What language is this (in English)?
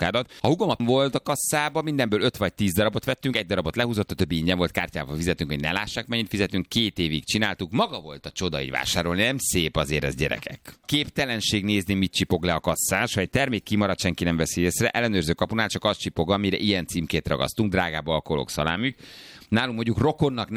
Hungarian